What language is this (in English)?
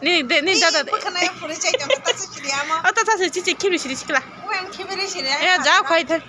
Kok Borok